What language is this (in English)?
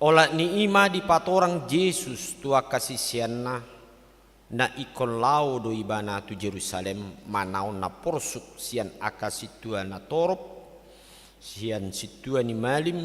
Batak Toba